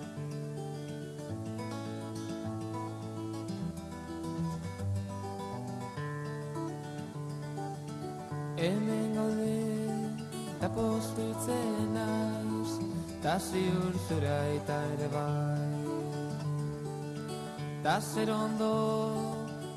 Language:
Basque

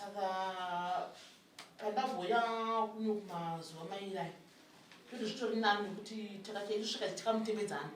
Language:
Shona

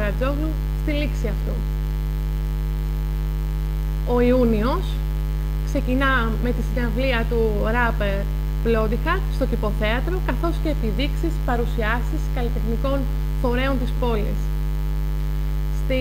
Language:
Greek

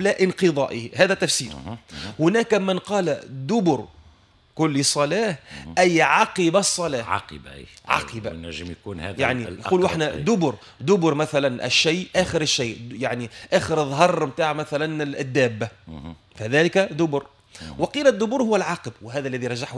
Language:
Tunisian Arabic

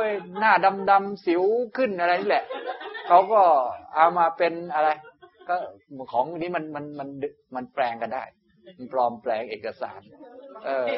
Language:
Thai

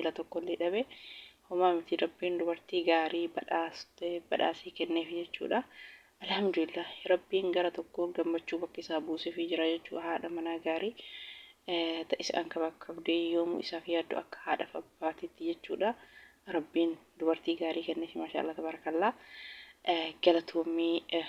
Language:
Oromo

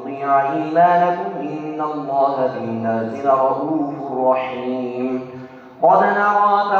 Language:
Arabic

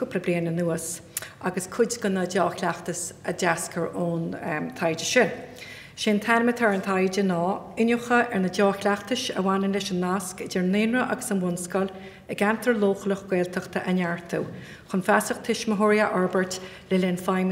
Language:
Irish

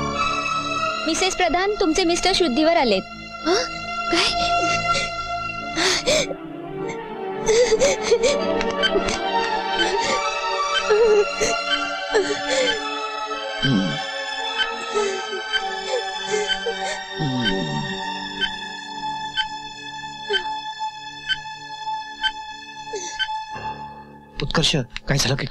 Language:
Marathi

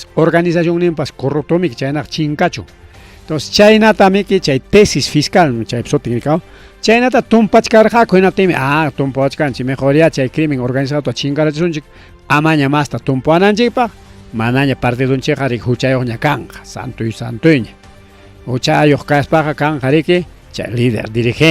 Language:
Ayacucho Quechua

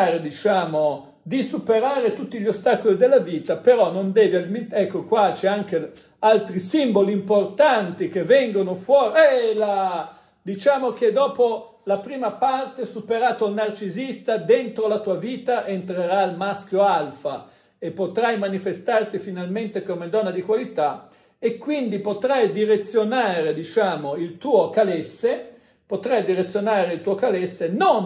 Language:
Italian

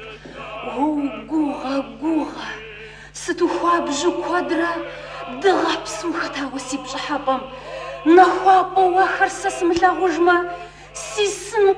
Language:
Kabardian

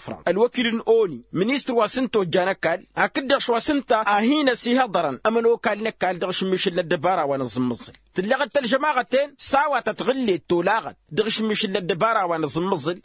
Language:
Tamasheq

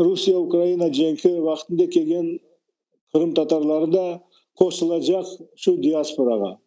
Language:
Crimean Tatar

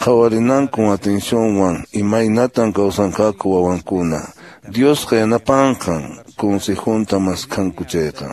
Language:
Quechua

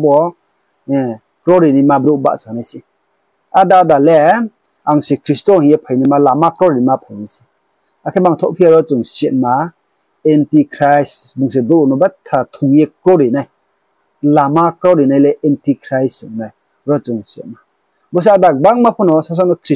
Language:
Riang (India)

